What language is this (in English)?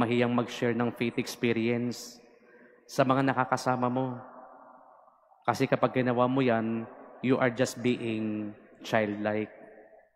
Filipino